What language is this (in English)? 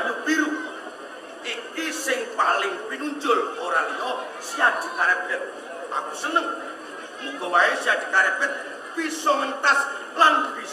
Javanese